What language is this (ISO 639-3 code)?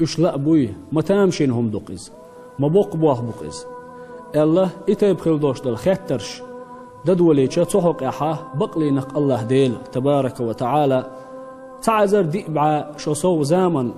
che